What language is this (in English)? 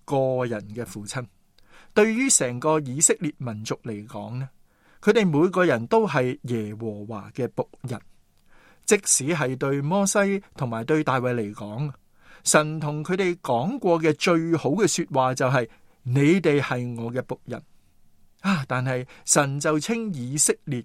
Cantonese